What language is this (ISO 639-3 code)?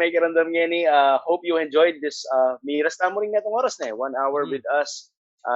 pam